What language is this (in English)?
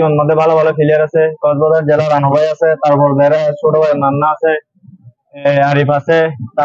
Rohingya